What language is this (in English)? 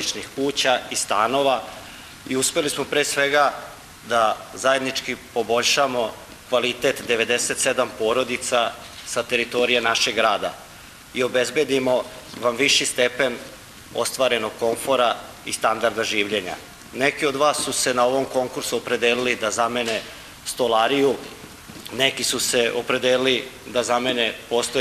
Serbian